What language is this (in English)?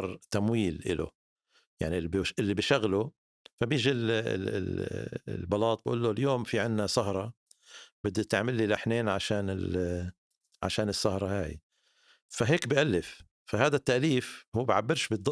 North Levantine Arabic